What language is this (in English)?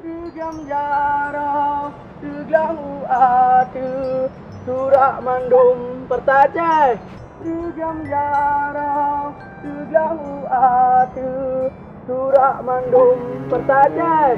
Achinese